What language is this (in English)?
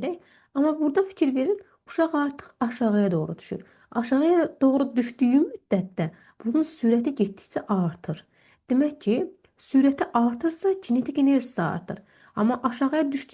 Azerbaijani